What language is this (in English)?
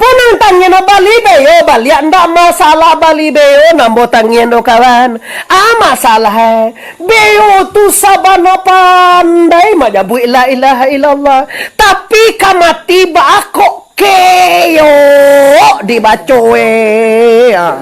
Minangkabau